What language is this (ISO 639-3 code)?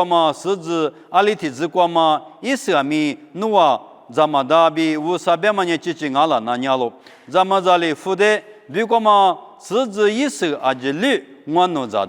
lis